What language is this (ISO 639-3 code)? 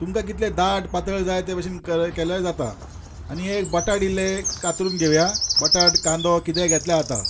kok